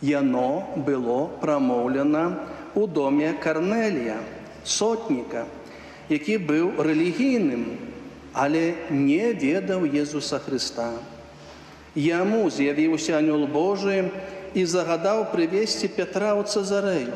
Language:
Belarusian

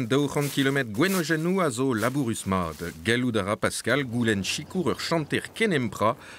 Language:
Breton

